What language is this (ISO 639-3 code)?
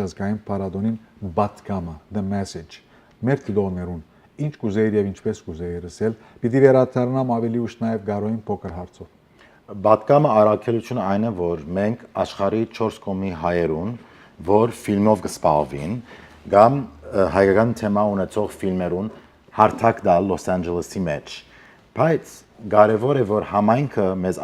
hyw